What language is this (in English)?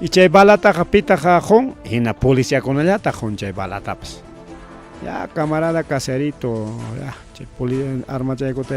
Ayacucho Quechua